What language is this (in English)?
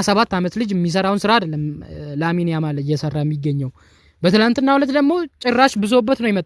Amharic